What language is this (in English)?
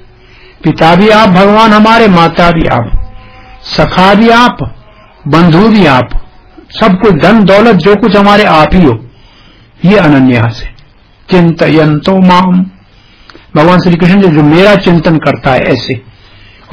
Hindi